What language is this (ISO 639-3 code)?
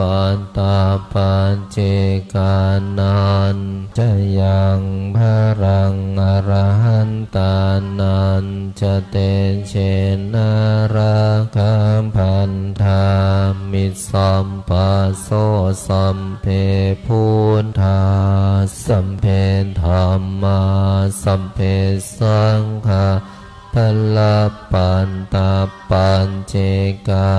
pli